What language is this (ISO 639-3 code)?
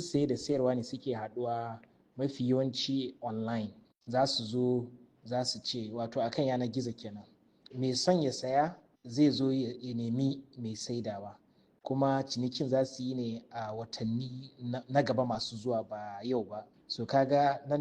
hau